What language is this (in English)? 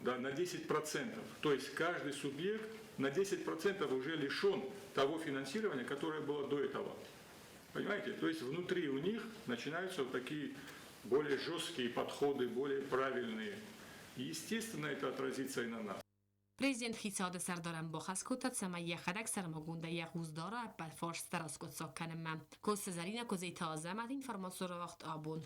Ossetic